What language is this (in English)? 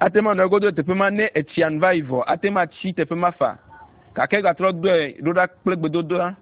Ewe